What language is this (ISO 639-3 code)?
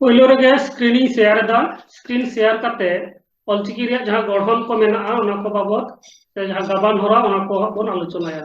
sat